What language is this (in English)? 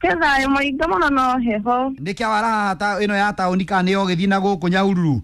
Kikuyu